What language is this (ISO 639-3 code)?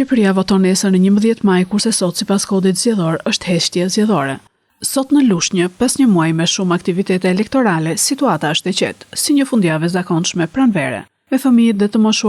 sqi